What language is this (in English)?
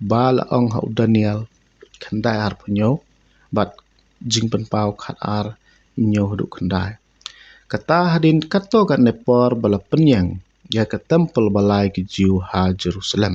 Khasi